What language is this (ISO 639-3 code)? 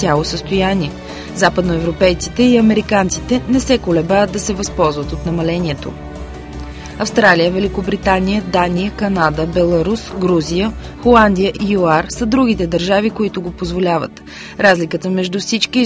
bul